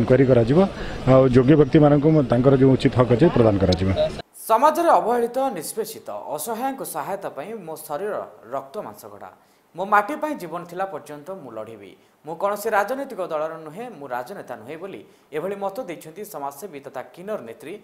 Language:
Odia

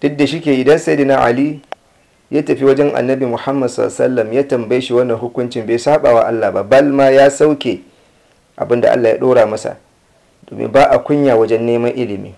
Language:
Hausa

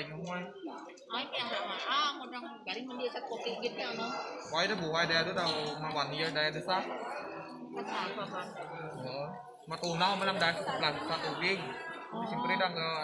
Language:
Filipino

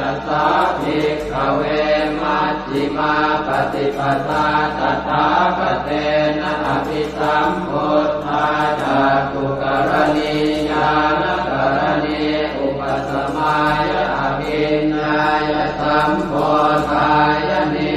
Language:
Pali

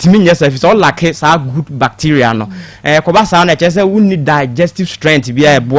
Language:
Akan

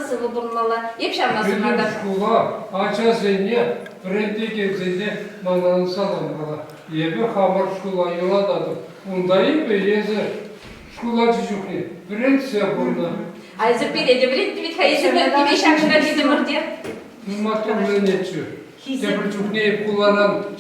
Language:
Chuvash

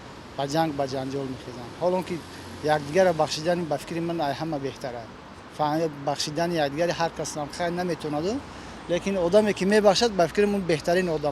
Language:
Tajik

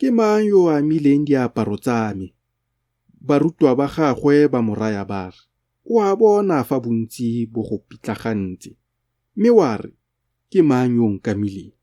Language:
Tswana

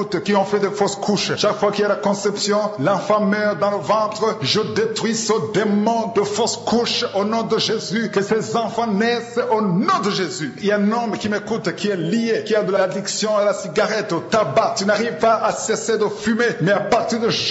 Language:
French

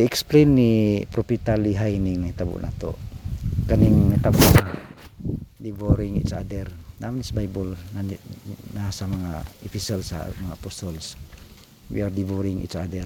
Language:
Cebuano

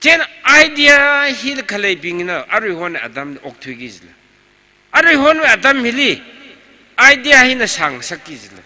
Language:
Tangkhul Naga (India)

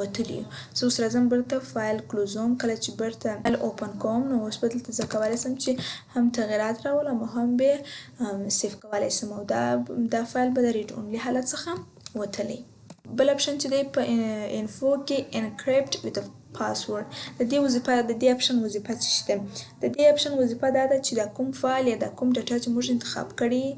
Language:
Pashto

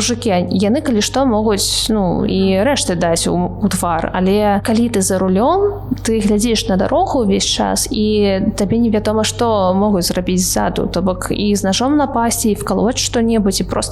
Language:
Belarusian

